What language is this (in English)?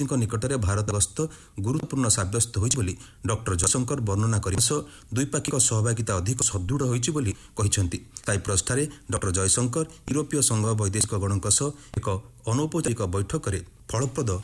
Odia